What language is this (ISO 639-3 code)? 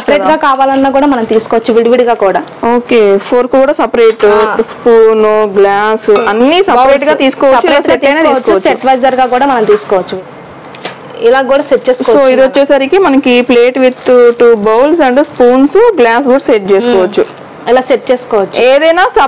tel